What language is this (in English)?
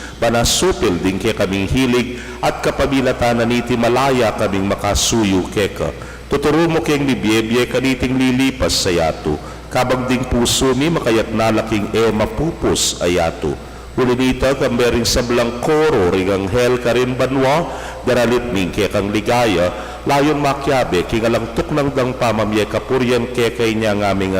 Pampanga